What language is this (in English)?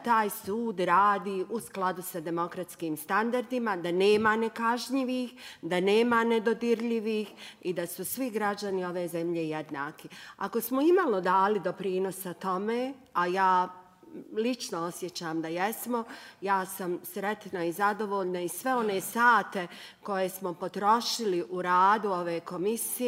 Bosnian